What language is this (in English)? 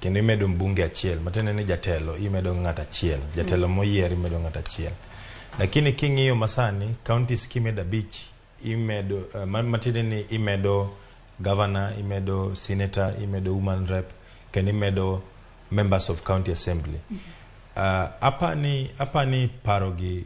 Luo (Kenya and Tanzania)